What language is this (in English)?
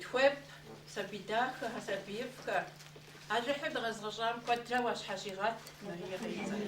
Kabardian